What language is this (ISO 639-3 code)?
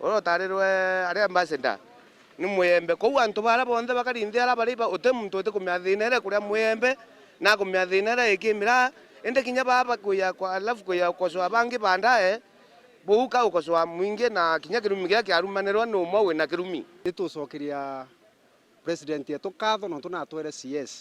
mer